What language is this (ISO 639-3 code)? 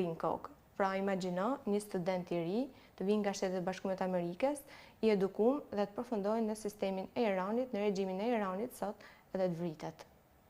sqi